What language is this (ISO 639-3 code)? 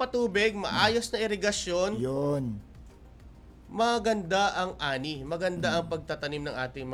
fil